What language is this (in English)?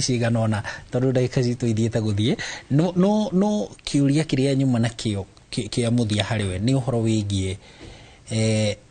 Kikuyu